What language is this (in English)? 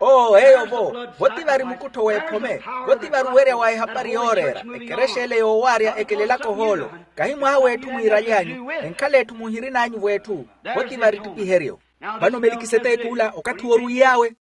Makhuwa